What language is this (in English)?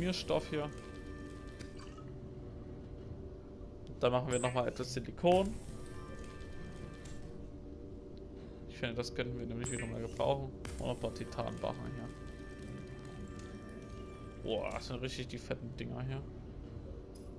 German